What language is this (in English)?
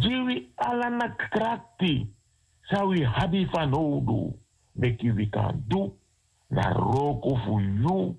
Sranan Tongo